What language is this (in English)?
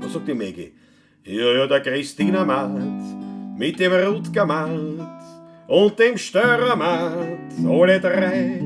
Bavarian